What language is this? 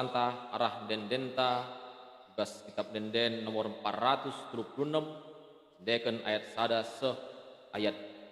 Batak Karo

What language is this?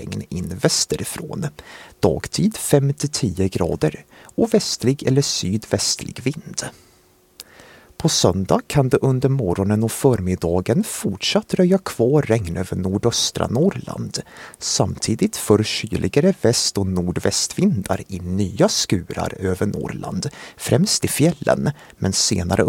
Swedish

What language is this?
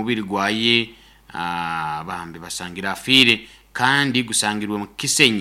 Nyoro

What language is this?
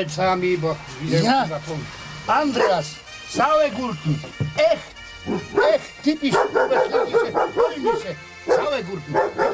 Silesian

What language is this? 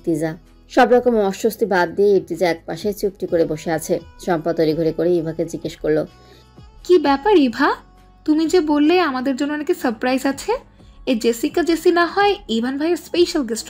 Bangla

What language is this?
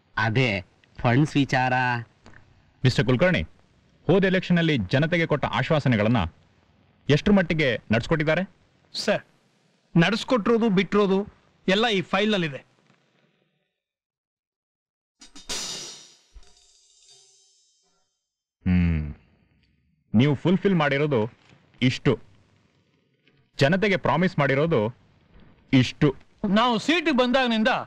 Kannada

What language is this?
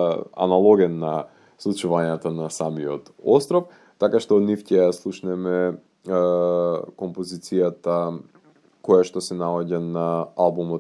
Macedonian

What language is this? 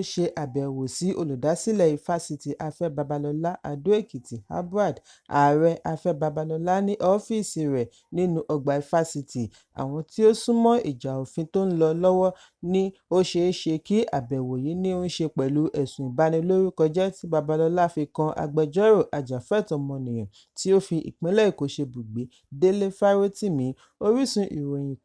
Yoruba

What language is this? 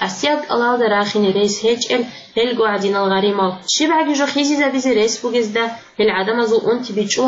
Avaric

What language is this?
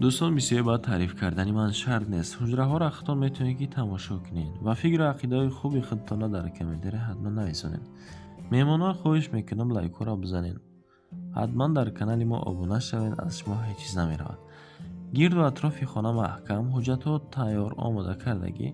Tajik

